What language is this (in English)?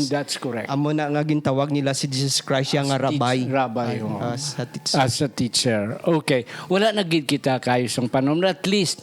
Hiligaynon